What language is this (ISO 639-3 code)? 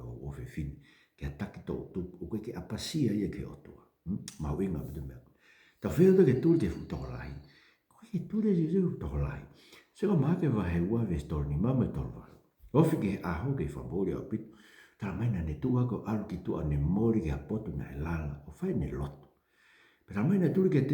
ton